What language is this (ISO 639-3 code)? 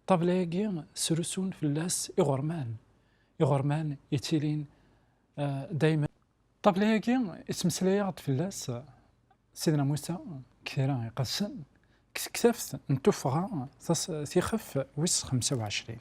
kab